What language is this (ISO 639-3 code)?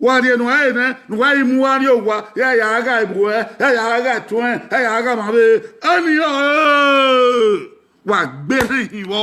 bin